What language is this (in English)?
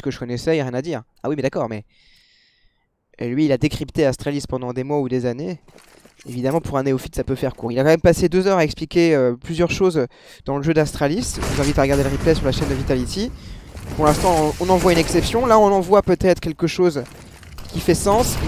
French